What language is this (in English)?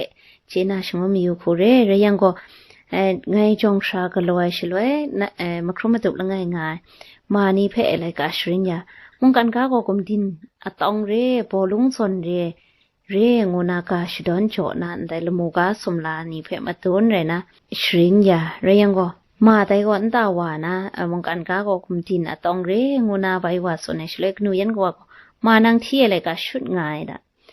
Kachin